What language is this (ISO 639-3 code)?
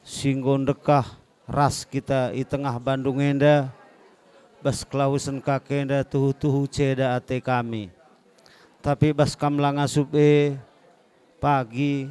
btx